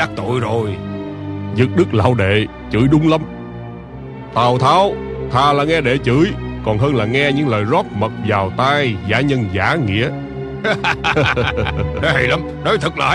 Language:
Vietnamese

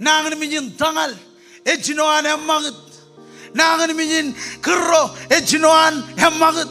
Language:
Marshallese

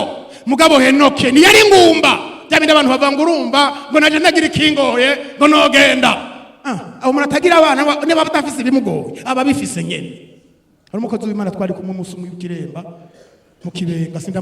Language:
Rundi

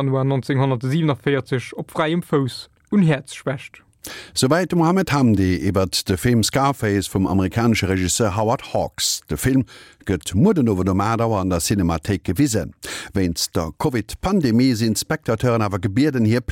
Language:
Luxembourgish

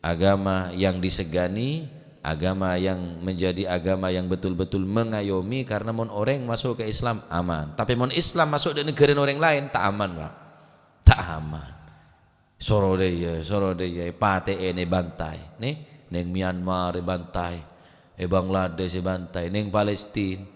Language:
Madurese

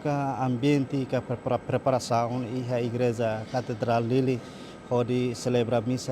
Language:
Tetum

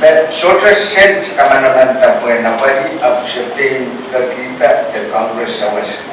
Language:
Pohnpeian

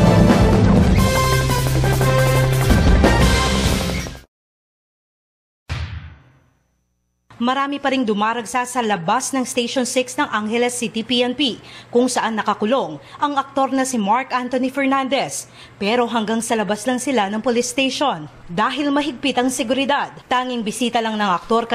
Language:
Filipino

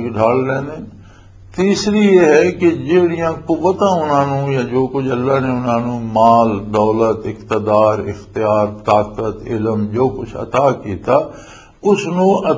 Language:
Western Panjabi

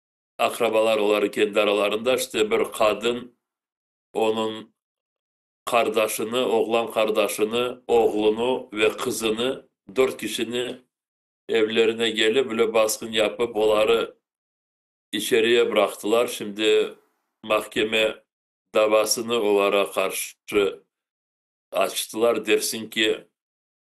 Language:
Crimean Tatar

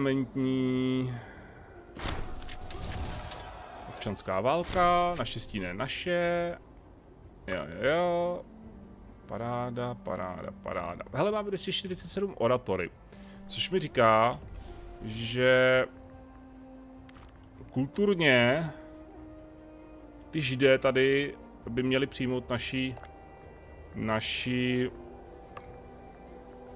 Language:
Czech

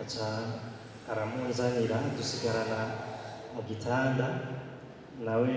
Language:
Rundi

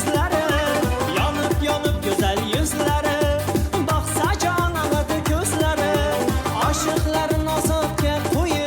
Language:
Kara-Kalpak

